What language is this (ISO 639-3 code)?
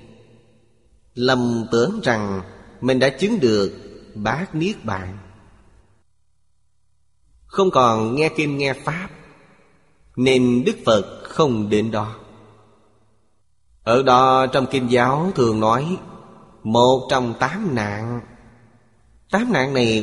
vie